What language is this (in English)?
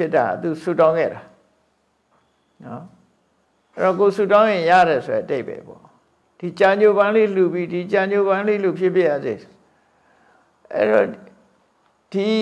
Burmese